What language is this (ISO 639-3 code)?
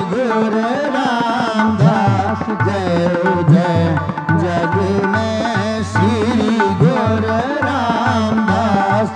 pan